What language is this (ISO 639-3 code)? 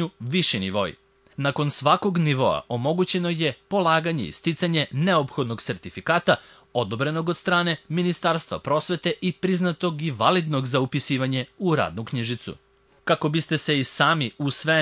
srp